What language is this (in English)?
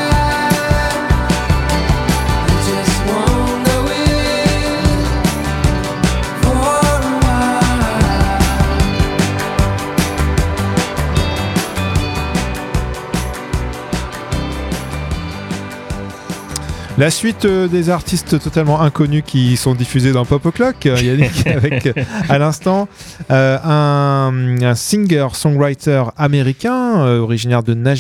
French